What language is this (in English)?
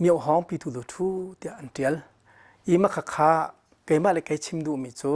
Hakha Chin